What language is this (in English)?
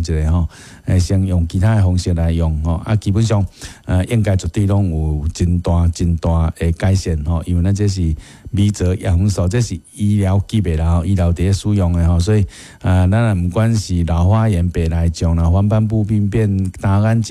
Min Nan Chinese